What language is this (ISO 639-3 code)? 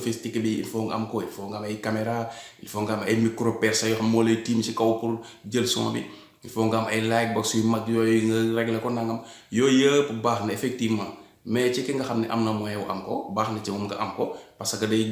wol